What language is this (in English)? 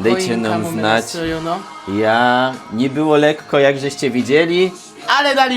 Silesian